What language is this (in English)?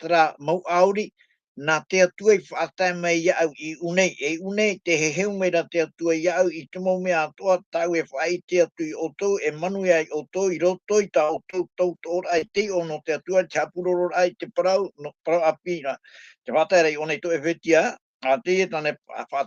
Tahitian